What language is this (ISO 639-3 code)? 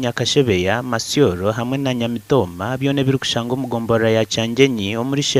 nyn